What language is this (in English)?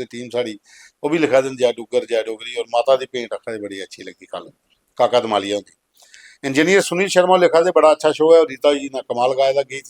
Dogri